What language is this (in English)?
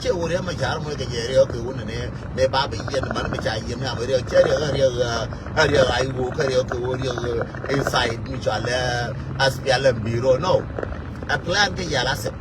Nuer